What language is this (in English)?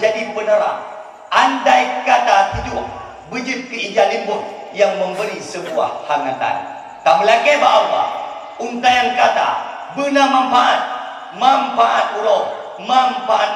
Achinese